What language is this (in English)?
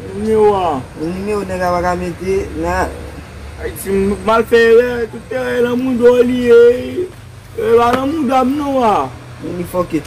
Haitian Creole